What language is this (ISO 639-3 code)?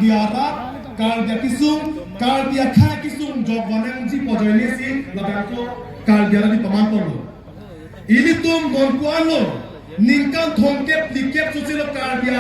mjw